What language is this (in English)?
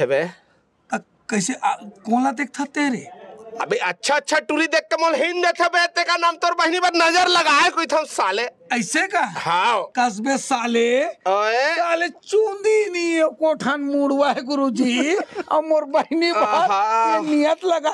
Chhattisgarhi